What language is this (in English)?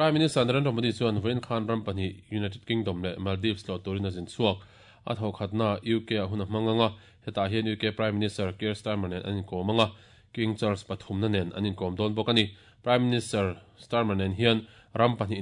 Mizo